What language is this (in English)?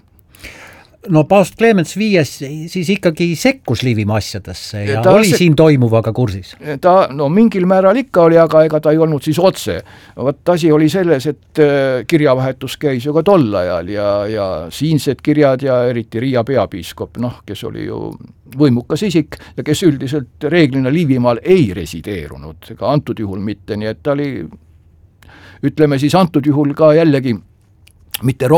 Estonian